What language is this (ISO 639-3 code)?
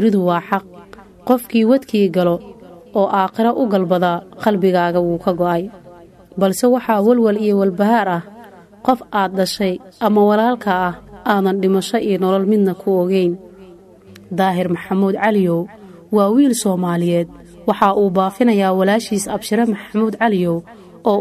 som